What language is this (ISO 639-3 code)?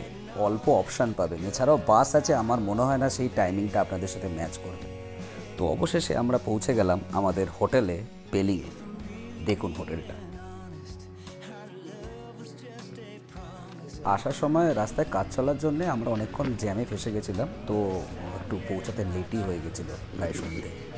ben